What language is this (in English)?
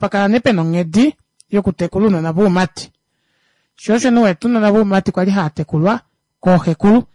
Kuanyama